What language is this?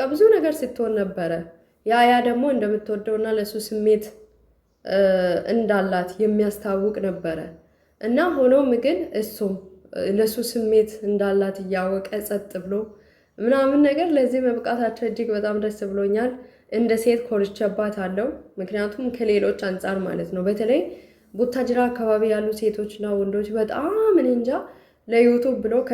Amharic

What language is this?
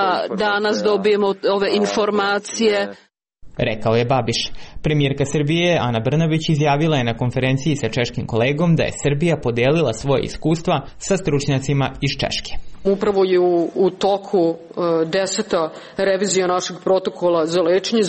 Serbian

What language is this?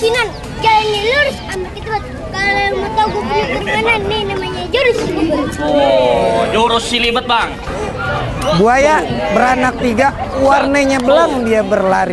Betawi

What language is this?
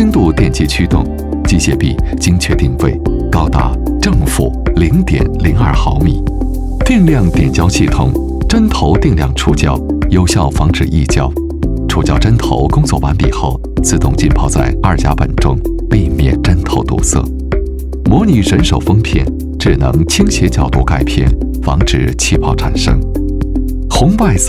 Chinese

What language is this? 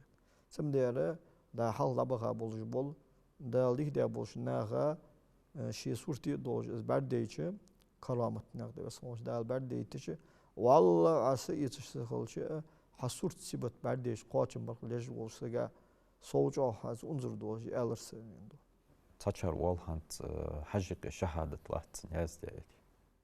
Ingush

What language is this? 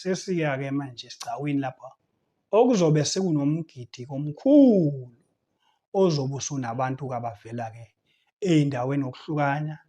Zulu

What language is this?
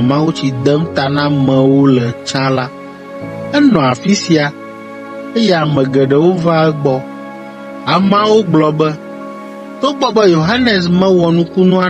Ewe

